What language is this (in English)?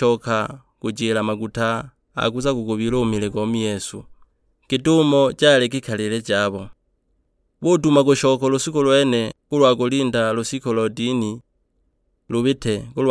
Sukuma